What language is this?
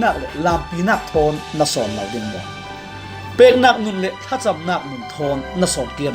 Falam Chin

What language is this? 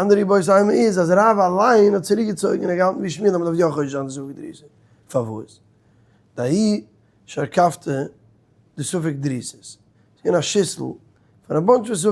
Yiddish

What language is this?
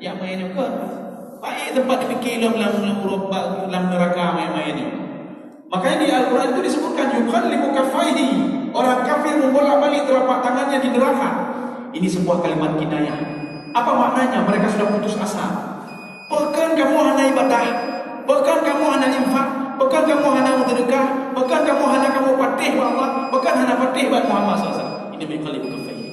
Achinese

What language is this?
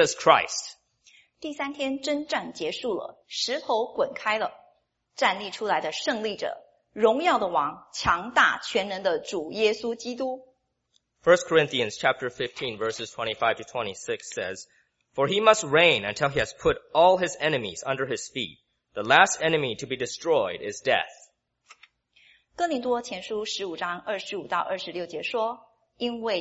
Chinese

